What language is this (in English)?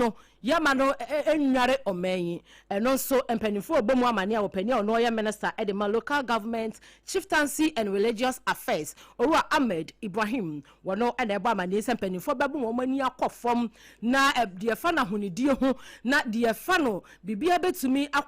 Akan